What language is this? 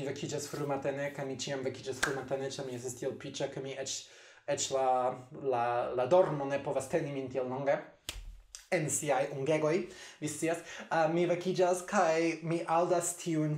Esperanto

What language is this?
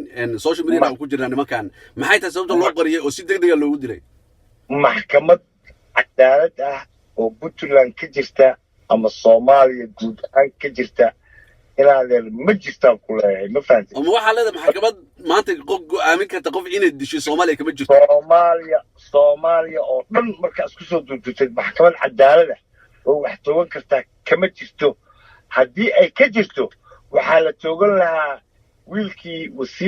Somali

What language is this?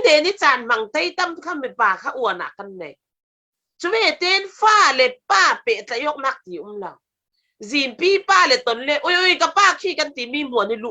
Falam Chin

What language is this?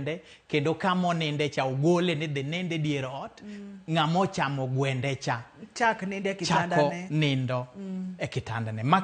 Luo (Kenya and Tanzania)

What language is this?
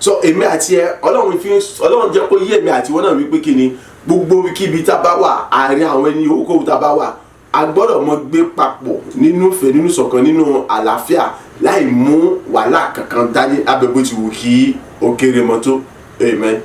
Yoruba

